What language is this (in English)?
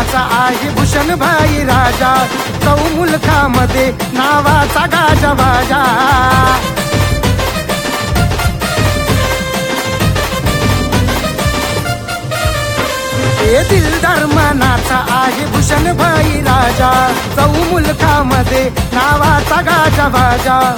Marathi